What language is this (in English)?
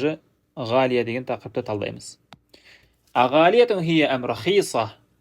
Kazakh